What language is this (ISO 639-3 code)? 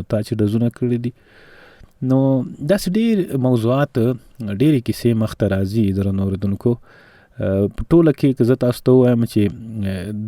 pus